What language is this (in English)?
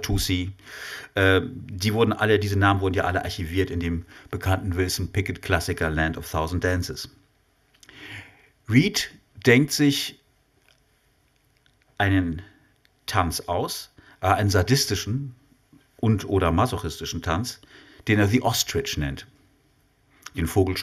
German